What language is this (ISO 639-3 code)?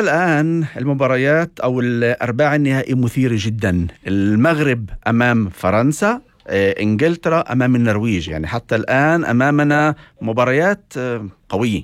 apc